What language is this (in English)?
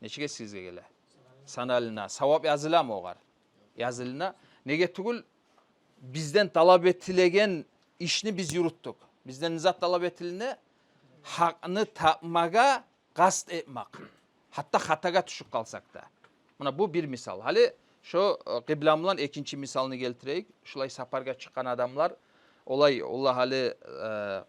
Kumyk